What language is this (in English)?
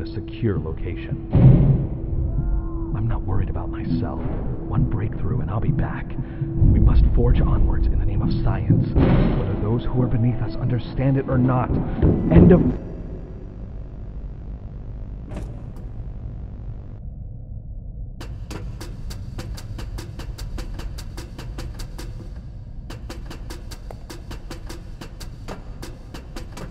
English